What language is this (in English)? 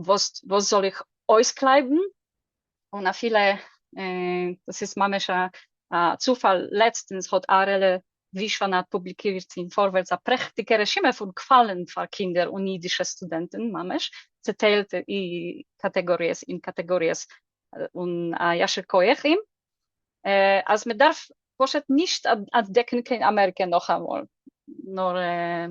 Yiddish